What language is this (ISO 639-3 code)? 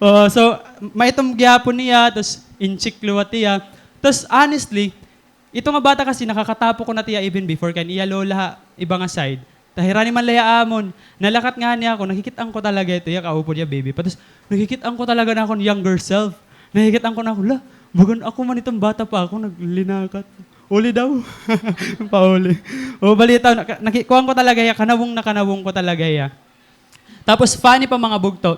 war